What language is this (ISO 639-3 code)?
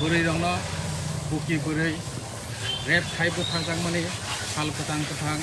trp